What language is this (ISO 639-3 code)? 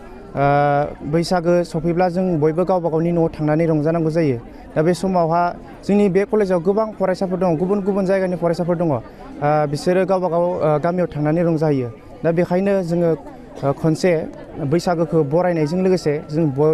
brx